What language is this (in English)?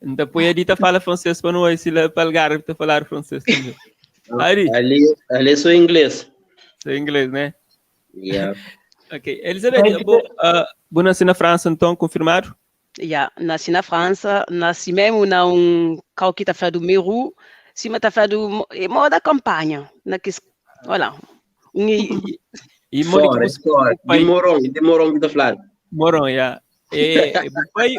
Kabuverdianu